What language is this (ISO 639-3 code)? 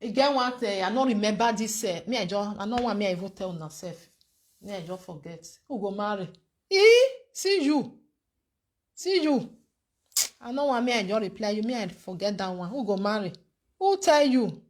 pcm